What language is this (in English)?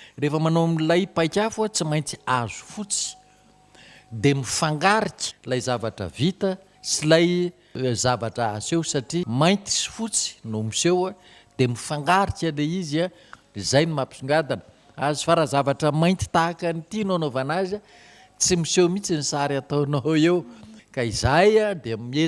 Malagasy